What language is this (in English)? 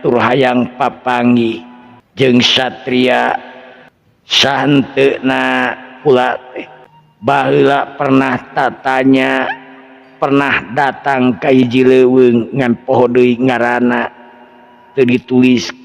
Sundanese